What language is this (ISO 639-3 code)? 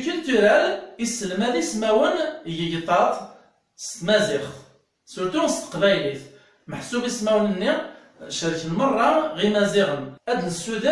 kab